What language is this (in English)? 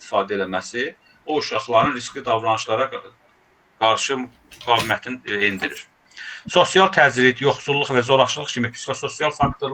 Azerbaijani